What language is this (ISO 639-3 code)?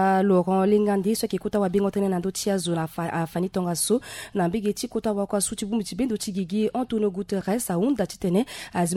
sag